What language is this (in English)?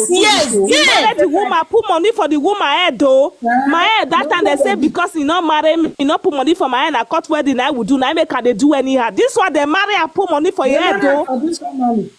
Nigerian Pidgin